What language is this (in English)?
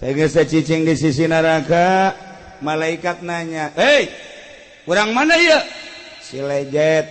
Sundanese